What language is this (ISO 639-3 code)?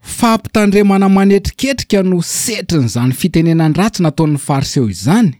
mlg